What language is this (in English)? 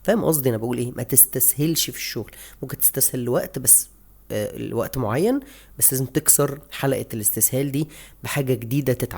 Egyptian Arabic